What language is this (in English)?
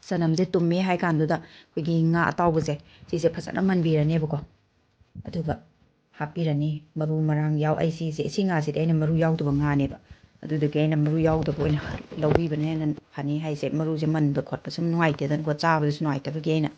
Manipuri